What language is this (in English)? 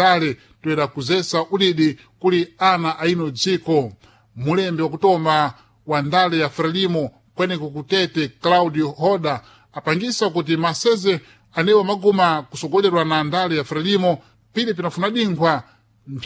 Sena